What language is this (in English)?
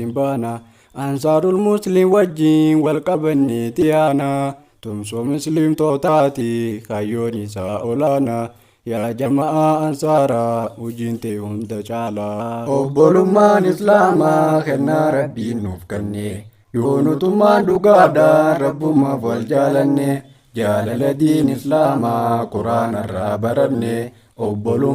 Oromo